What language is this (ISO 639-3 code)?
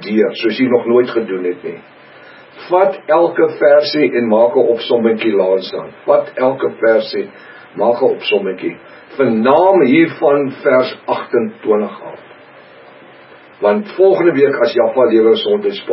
afr